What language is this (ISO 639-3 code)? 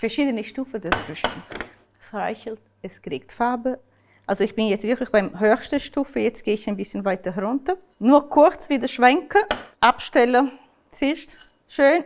gsw